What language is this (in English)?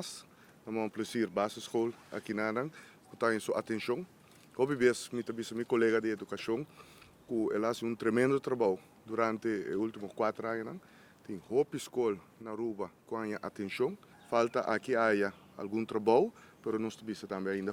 Papiamento